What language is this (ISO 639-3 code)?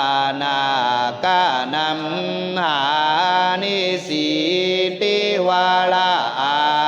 pli